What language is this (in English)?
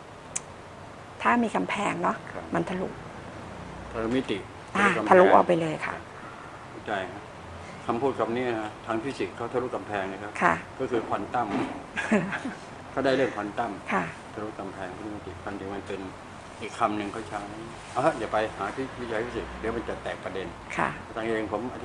Thai